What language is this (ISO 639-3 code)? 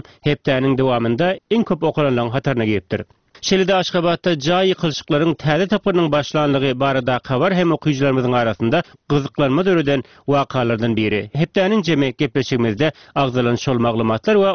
tuk